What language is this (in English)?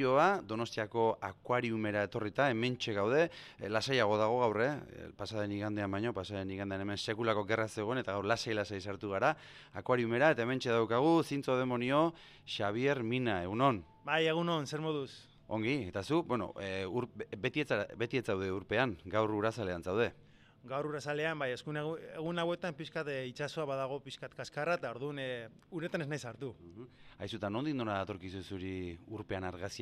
Basque